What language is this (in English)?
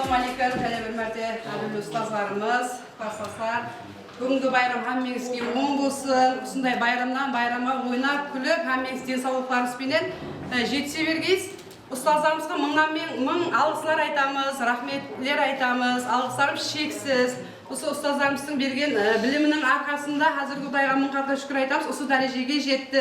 Kara-Kalpak